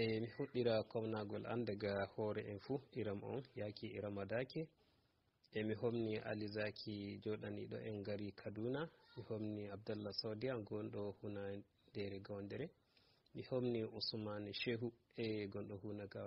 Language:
Fula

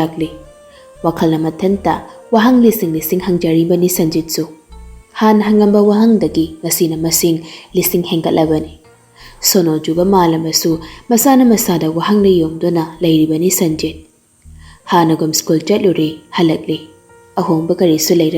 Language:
Manipuri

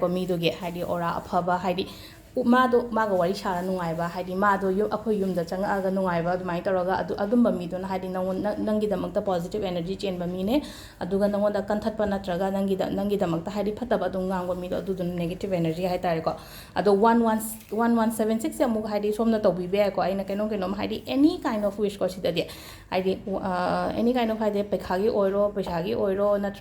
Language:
Manipuri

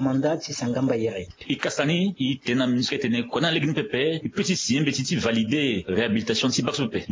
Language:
Sango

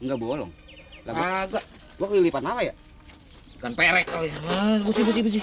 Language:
Betawi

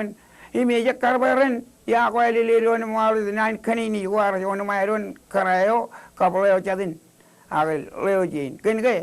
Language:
Marshallese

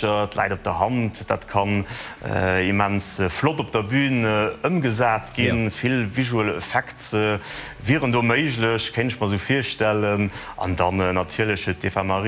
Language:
Luxembourgish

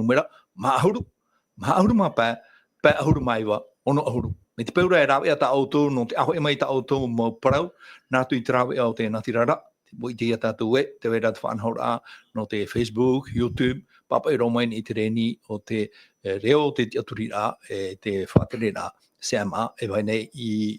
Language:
Tahitian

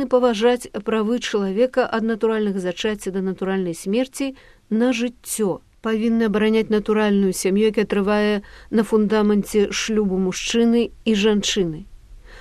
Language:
Belarusian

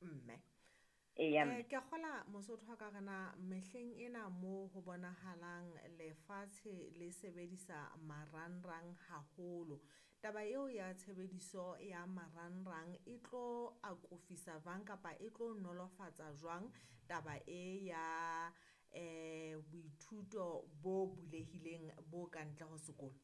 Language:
Southern Sotho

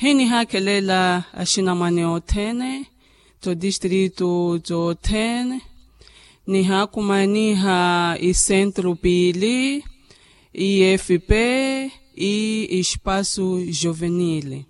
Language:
Makhuwa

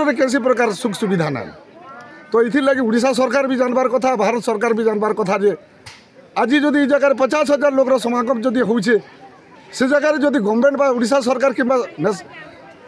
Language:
Odia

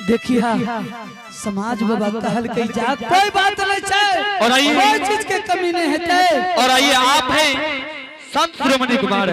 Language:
Angika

